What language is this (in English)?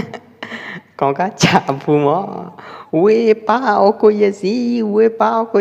Pwo Eastern Karen